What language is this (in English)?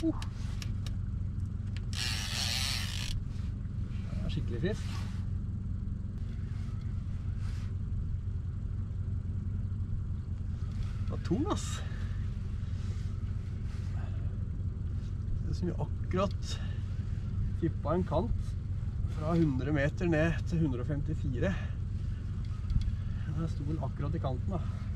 Norwegian